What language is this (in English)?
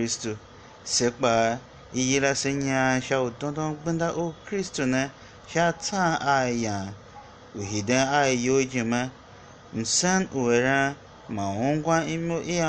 Tiv